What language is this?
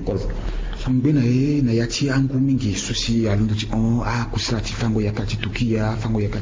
Sango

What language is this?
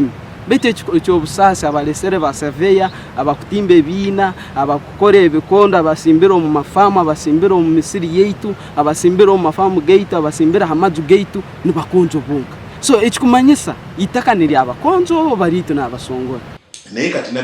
Nyankole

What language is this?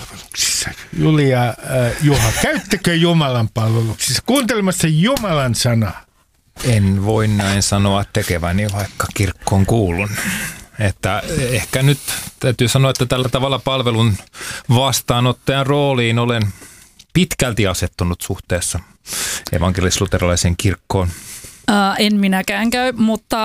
Finnish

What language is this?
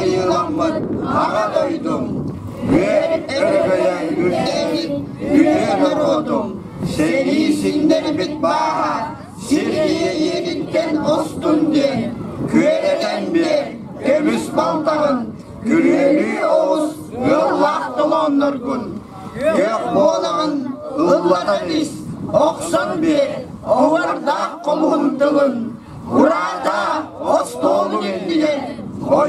Yakut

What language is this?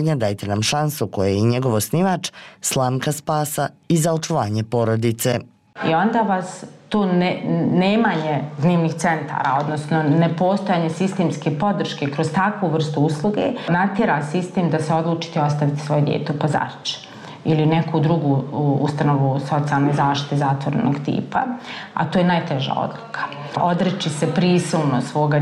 Bosnian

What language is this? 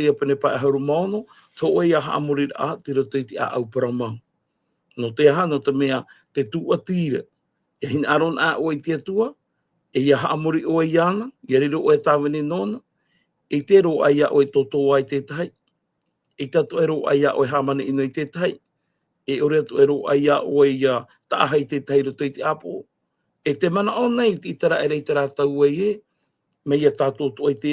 Tahitian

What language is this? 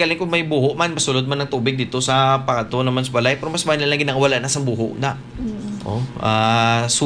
Hiligaynon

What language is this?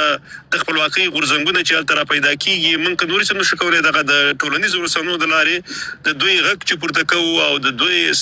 Pashto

